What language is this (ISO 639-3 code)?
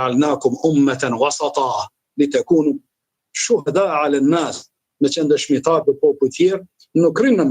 sqi